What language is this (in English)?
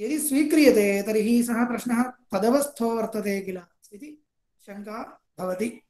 Sanskrit